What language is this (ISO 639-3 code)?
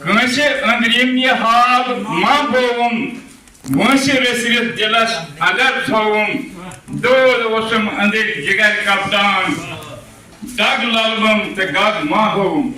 kas